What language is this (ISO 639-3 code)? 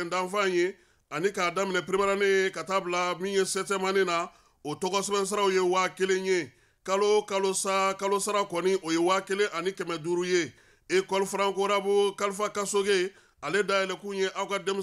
bam